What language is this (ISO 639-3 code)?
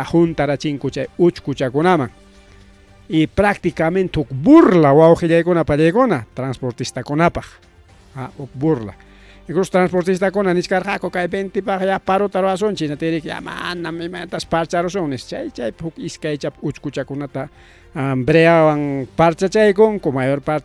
quy